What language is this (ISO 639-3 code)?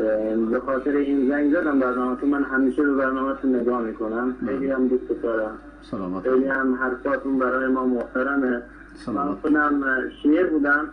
fas